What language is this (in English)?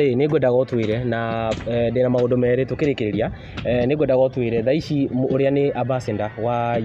Kikuyu